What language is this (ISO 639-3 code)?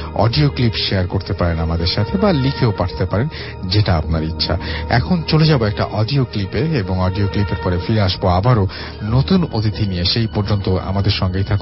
ben